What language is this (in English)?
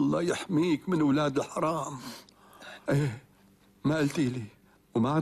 North Levantine Arabic